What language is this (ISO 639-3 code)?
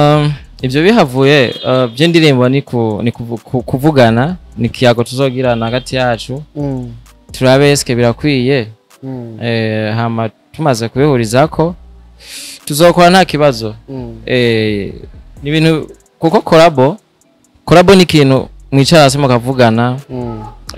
run